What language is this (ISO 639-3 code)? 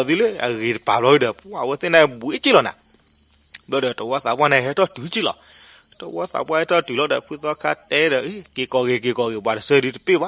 ksw